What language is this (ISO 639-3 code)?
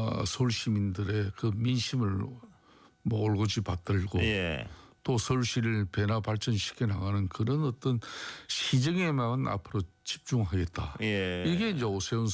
kor